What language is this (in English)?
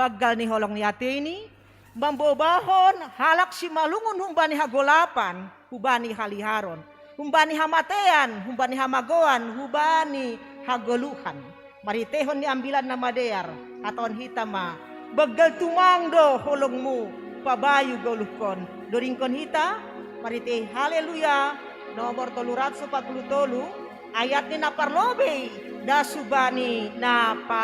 Batak Simalungun